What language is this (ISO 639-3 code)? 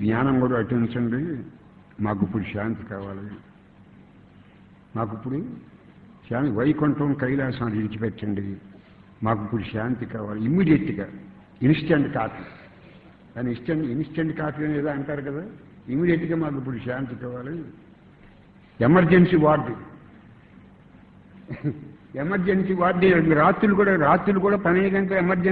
tel